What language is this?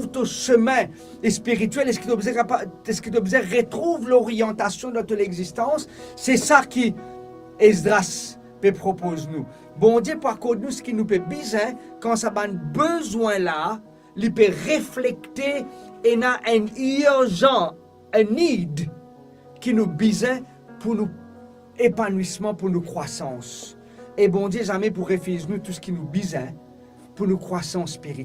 Morisyen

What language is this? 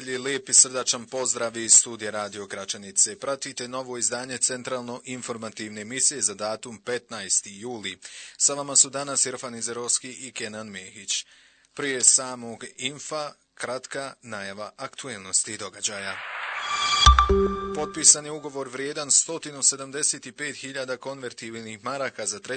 Bosnian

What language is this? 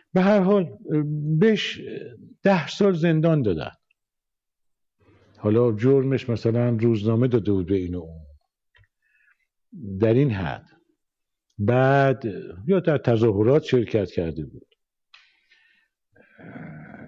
Persian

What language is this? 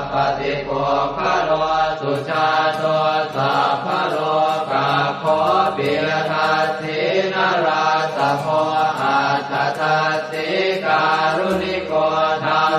Pali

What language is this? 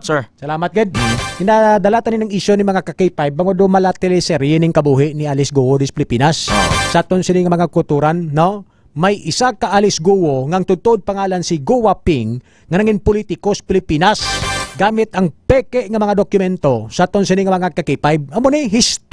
Hiligaynon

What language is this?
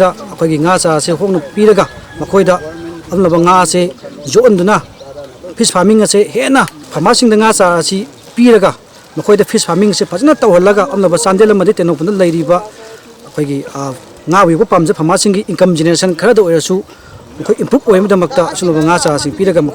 Manipuri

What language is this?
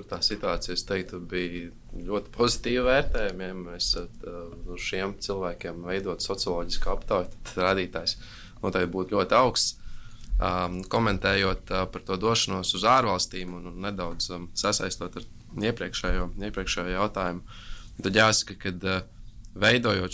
Latvian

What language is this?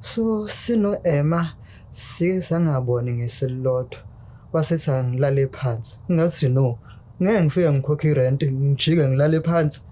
Zulu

